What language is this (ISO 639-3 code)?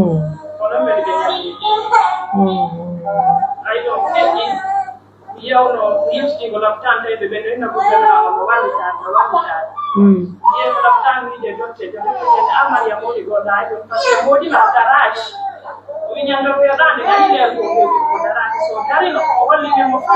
fuf